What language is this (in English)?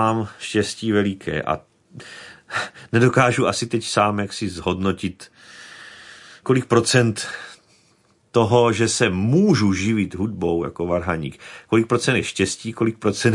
Czech